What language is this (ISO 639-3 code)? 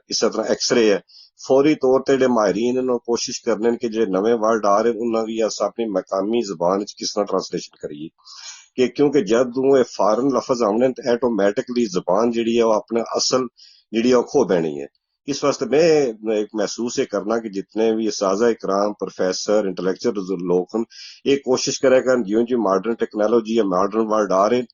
gju